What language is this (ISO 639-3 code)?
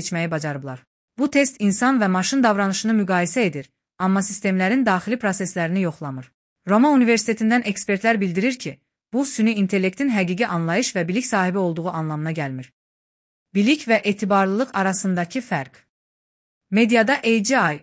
aze